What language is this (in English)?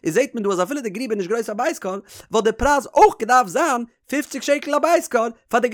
Yiddish